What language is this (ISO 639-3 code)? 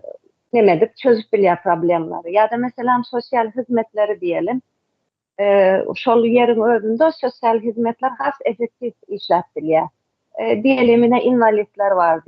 tuk